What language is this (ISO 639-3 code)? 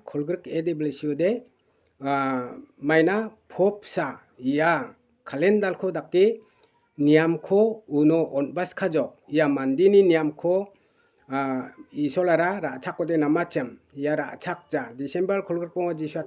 grt